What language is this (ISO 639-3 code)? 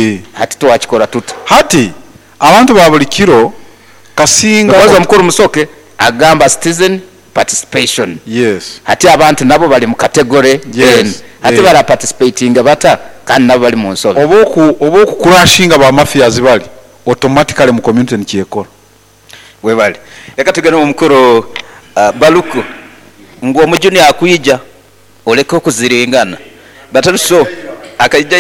nyo